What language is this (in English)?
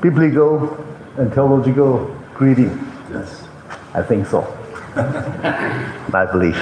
Tangkhul Naga (India)